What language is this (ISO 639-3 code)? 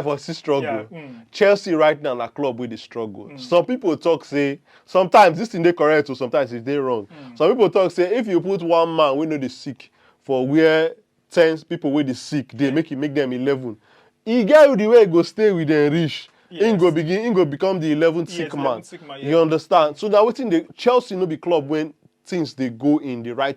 pcm